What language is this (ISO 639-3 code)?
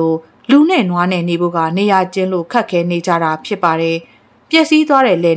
mya